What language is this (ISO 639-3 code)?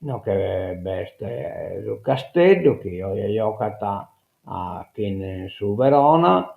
srd